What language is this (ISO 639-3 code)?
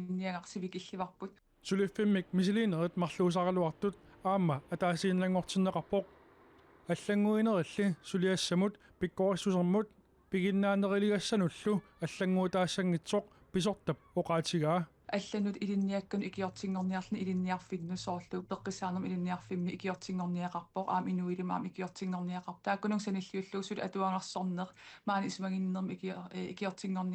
kal